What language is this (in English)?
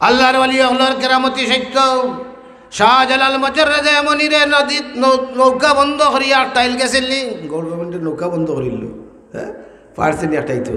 Sylheti